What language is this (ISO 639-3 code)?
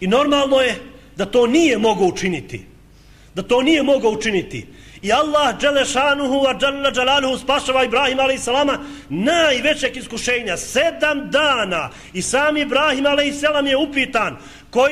bos